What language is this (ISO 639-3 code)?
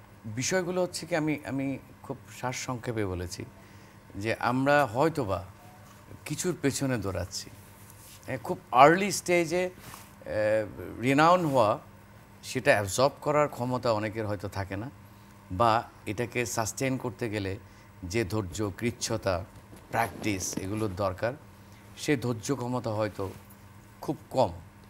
ben